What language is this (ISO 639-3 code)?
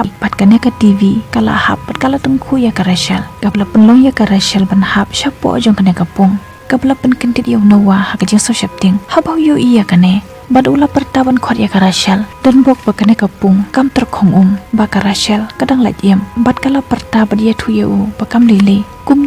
kha